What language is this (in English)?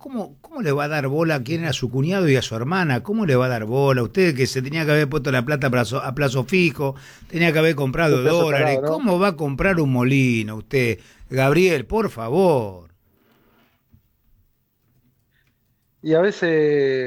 Spanish